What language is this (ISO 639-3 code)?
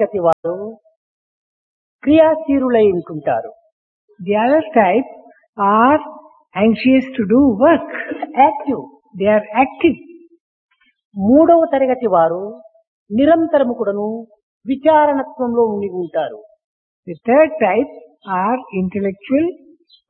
tel